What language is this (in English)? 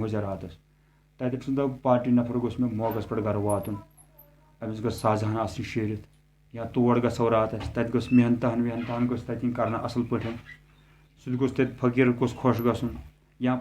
Kashmiri